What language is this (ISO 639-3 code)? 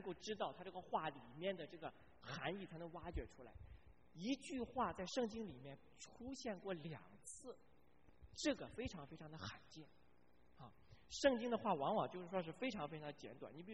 zho